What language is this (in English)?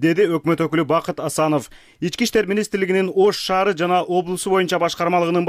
Kyrgyz